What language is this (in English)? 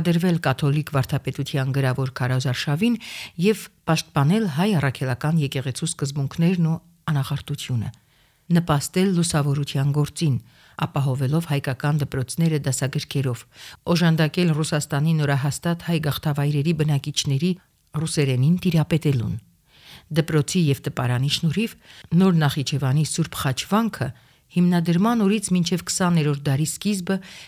Armenian